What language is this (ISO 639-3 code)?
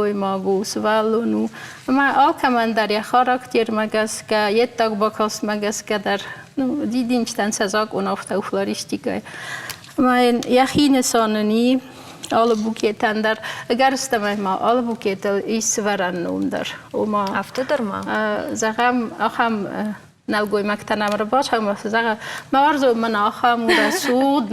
oss